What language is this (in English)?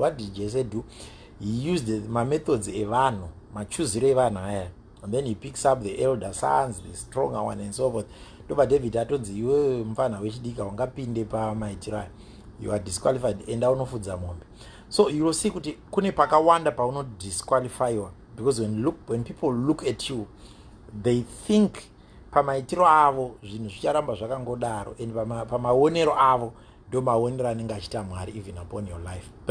Shona